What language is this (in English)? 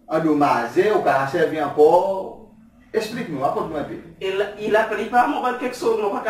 Seselwa Creole French